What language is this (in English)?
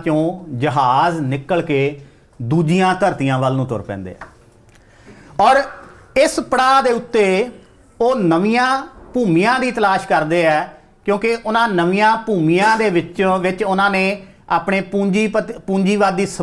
Punjabi